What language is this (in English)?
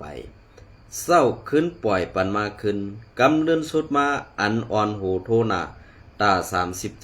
Shan